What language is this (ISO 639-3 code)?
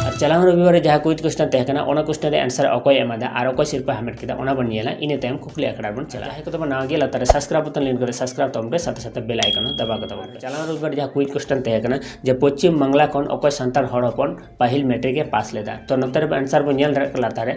sat